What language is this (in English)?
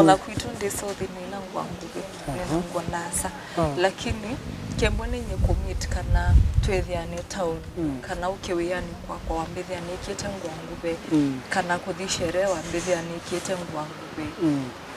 Kamba